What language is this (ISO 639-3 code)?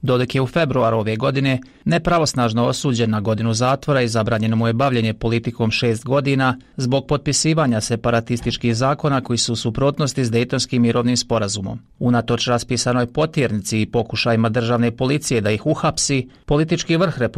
bos